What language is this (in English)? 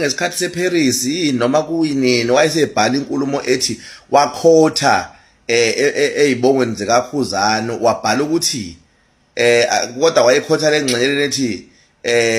Zulu